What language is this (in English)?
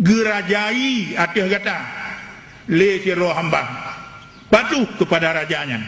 Achinese